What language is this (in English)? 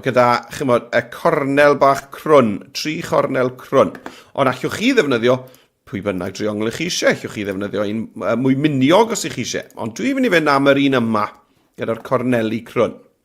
Welsh